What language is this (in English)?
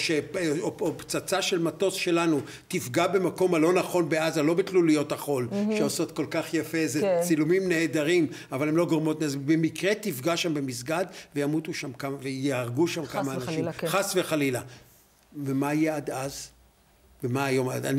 Hebrew